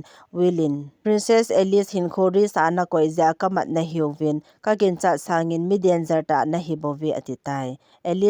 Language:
Thado Chin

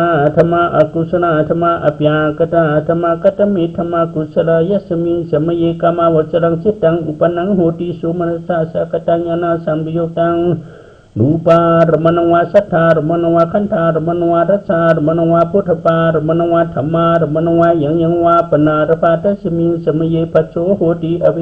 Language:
Shan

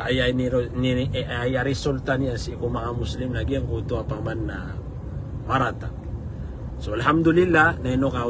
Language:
Maranao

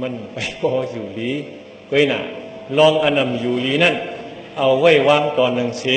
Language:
Shan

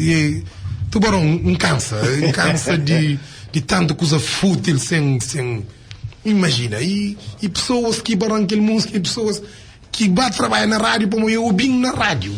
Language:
Kabuverdianu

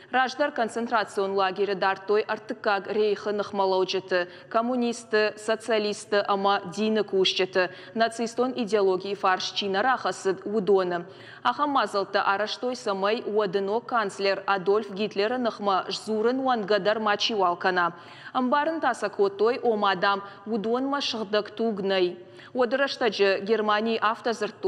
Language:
Ossetic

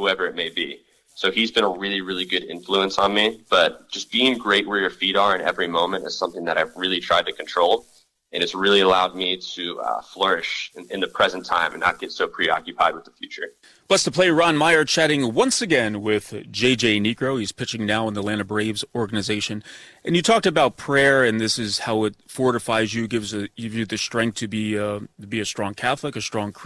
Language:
English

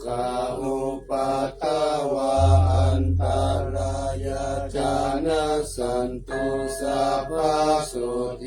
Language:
Pali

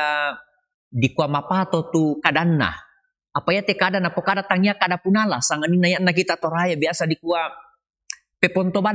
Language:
Toraja-Sa'dan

